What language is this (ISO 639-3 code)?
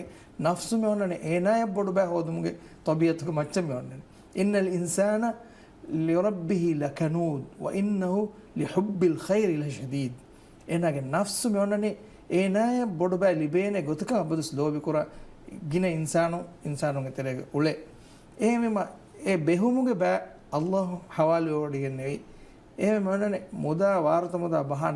div